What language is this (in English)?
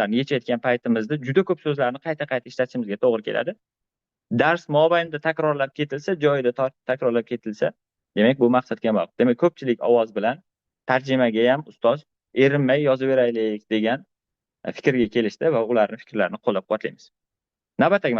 Uzbek